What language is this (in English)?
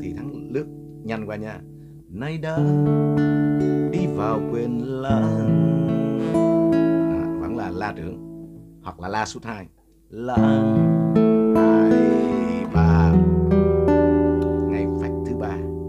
Vietnamese